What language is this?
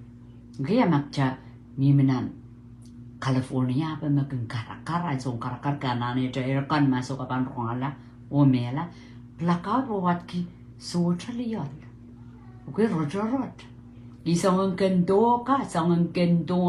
Pohnpeian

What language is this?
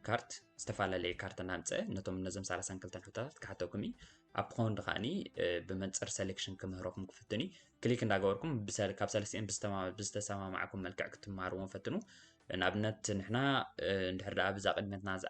Tigrinya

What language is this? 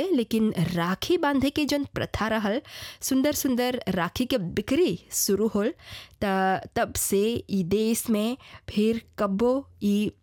Bhojpuri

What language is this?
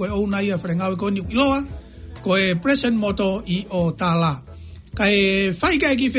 Tongan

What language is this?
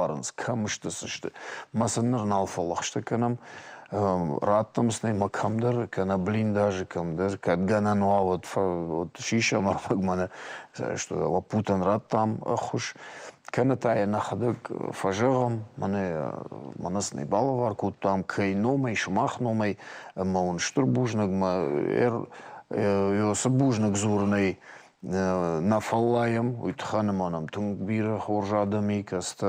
Ossetic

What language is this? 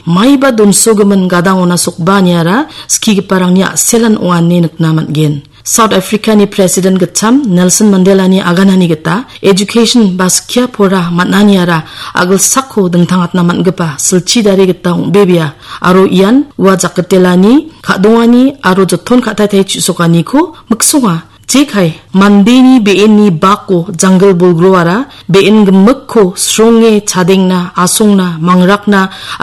Garo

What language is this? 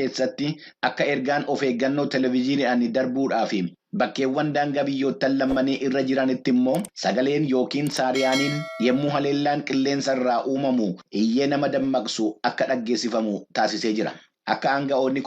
Oromo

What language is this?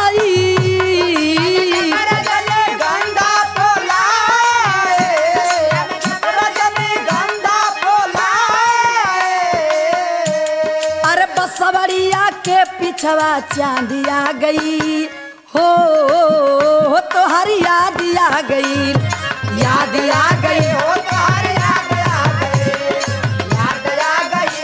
Bhojpuri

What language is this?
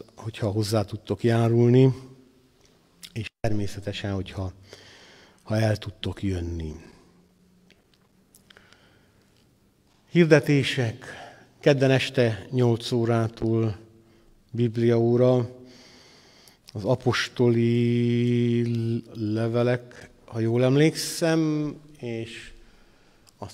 Hungarian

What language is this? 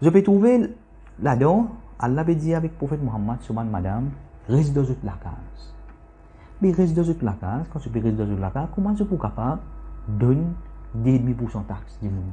Morisyen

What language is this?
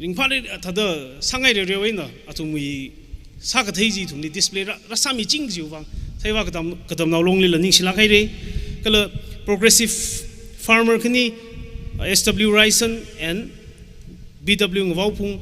Tangkhul Naga (India)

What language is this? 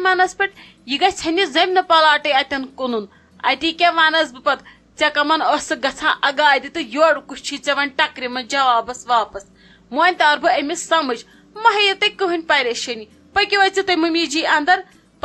Kashmiri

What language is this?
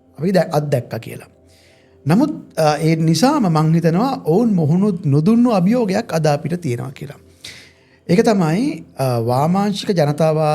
Sinhala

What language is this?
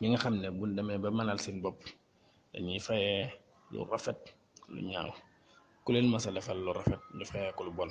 Wolof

